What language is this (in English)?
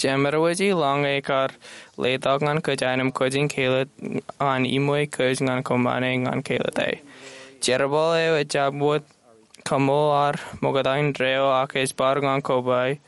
Marshallese